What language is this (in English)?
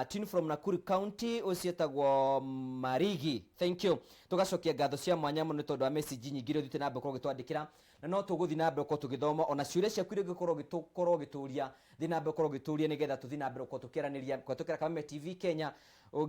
Kikuyu